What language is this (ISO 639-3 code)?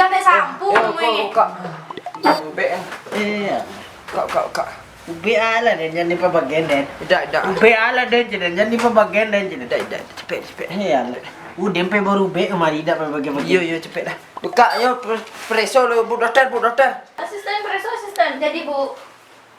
min